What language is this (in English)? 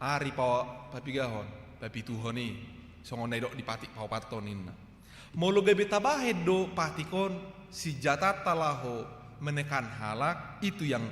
Batak Toba